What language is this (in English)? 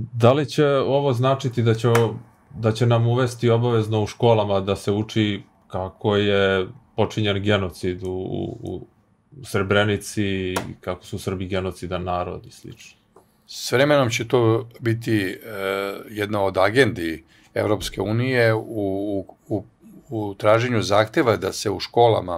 Serbian